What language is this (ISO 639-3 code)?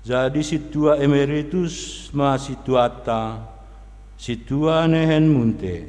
bts